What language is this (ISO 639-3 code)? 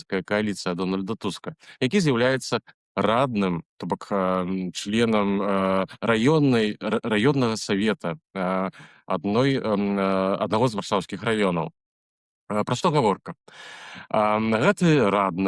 bel